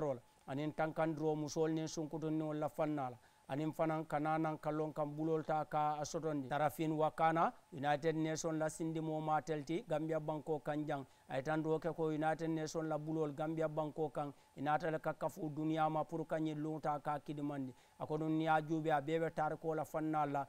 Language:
Mandingo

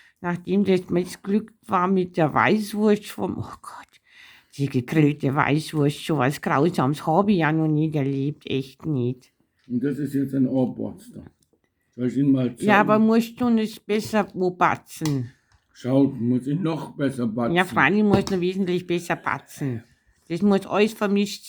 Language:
Bavarian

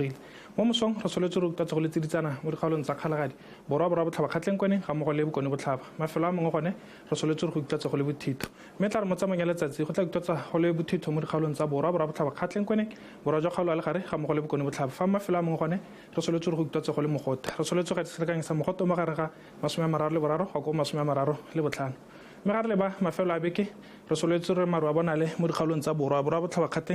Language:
Tswana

